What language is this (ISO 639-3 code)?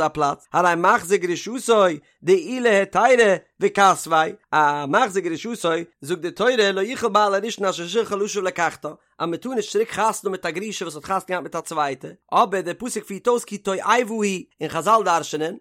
yid